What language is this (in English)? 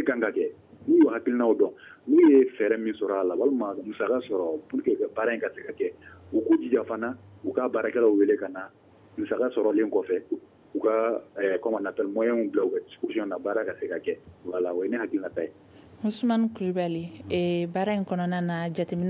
Bambara